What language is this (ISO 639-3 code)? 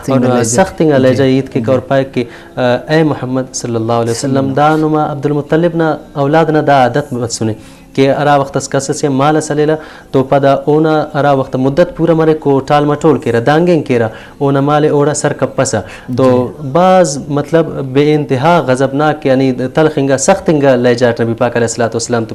brh